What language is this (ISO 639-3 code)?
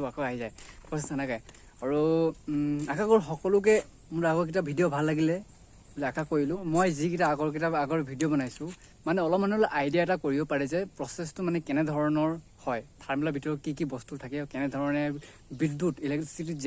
asm